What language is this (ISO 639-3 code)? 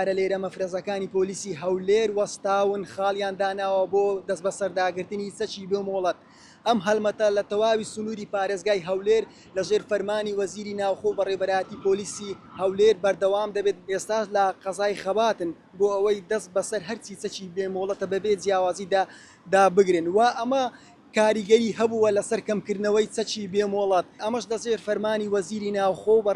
ckb